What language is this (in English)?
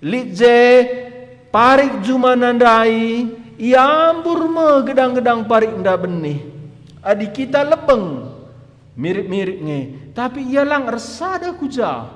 Batak Karo